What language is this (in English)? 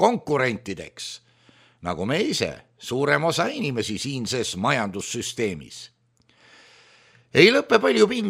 Estonian